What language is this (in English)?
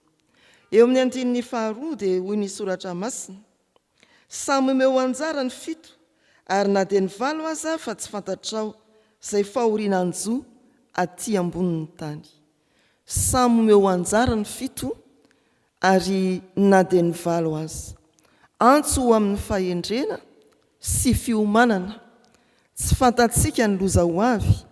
Malagasy